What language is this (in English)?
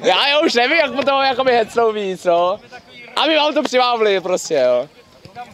Czech